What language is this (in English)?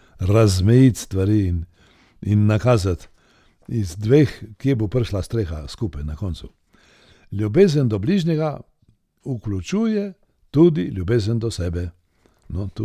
Slovenian